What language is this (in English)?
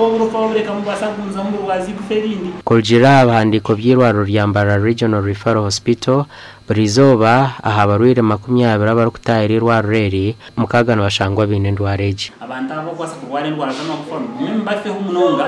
Nyankole